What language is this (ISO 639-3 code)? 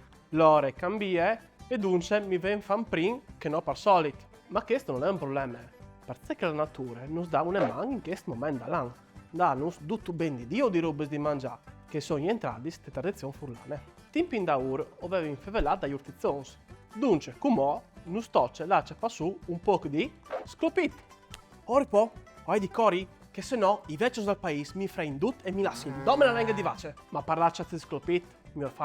fur